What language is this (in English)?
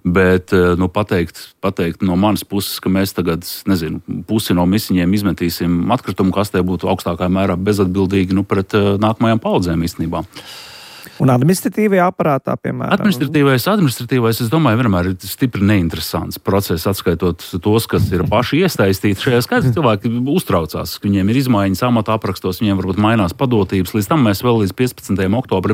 Latvian